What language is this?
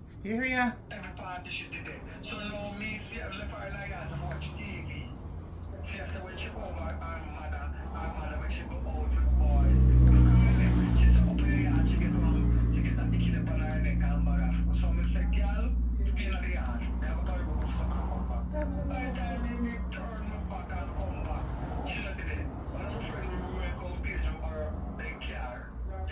Jamaican Creole English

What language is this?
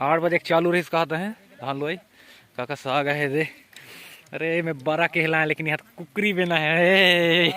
Chhattisgarhi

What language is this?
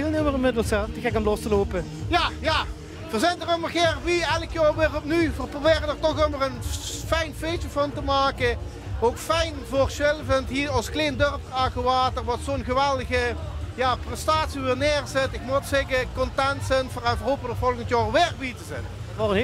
Limburgish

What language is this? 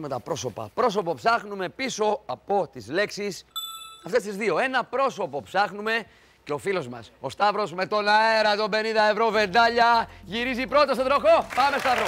Greek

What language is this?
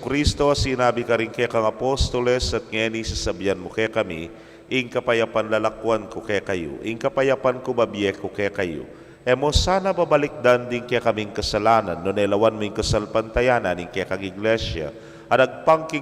Pampanga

